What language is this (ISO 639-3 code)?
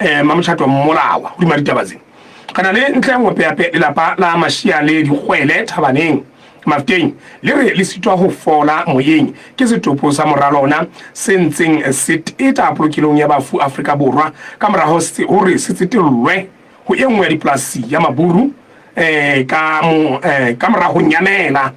sot